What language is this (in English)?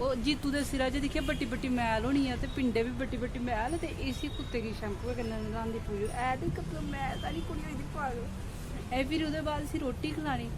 Dogri